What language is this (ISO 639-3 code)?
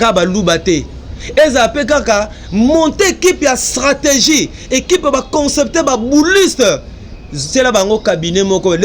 lin